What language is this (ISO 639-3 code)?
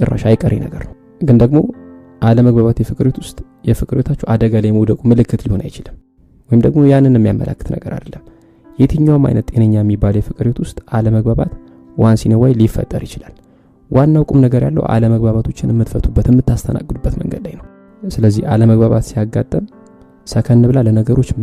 amh